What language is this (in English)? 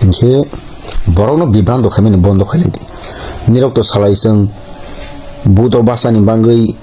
Kok Borok